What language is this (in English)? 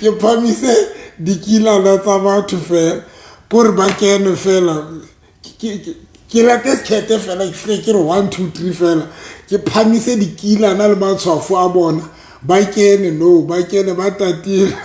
Southern Sotho